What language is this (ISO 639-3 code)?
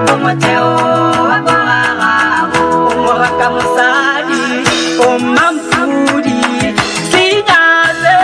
tsn